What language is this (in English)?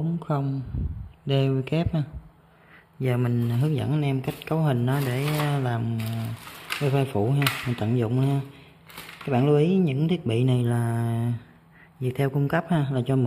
Vietnamese